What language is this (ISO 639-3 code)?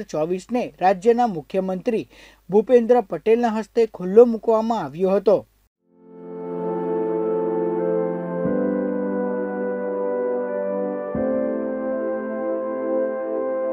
guj